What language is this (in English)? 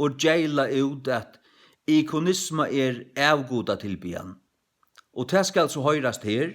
Faroese